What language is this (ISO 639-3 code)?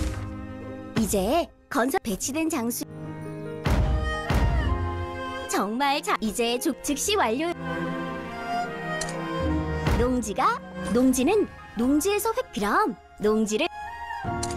kor